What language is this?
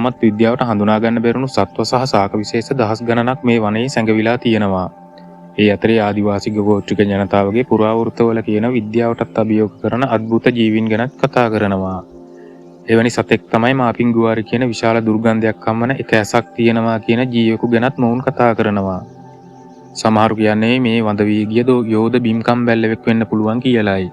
Sinhala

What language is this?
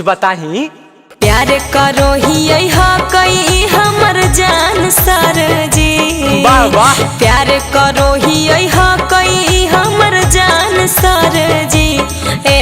Magahi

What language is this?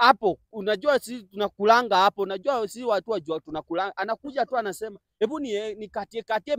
Swahili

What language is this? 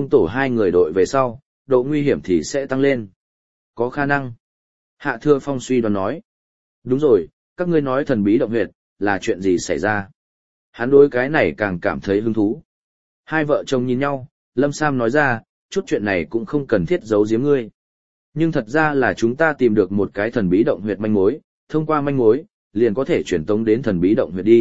Vietnamese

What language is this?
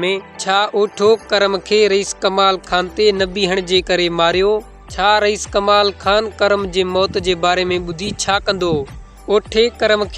Sindhi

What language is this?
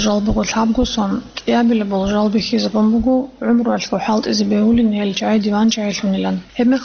Avaric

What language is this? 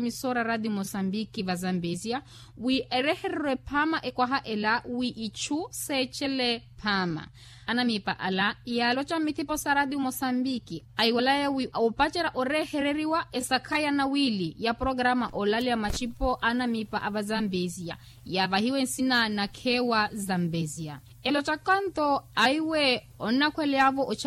Makhuwa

